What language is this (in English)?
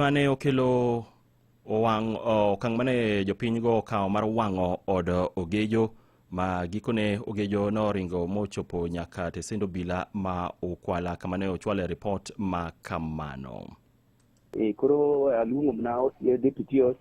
Luo (Kenya and Tanzania)